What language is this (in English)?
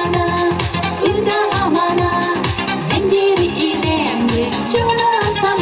Chuvash